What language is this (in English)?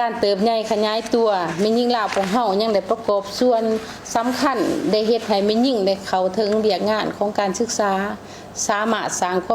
Lao